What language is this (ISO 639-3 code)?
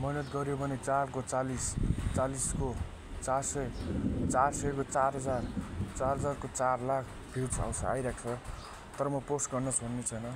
nep